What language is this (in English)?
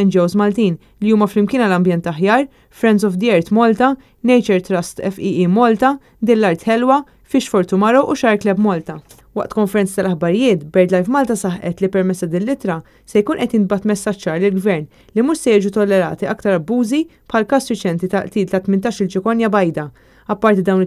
Maltese